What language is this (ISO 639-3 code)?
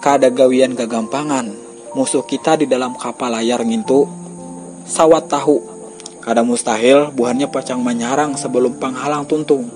bjn